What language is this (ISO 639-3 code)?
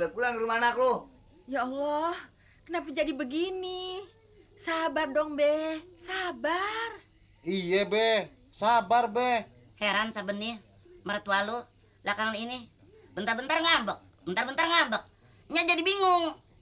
bew